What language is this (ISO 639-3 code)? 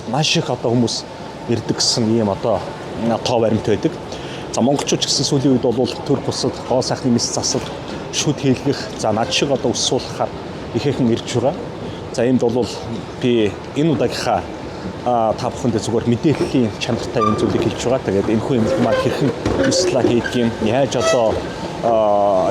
mon